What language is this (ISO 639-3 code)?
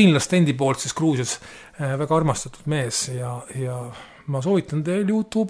est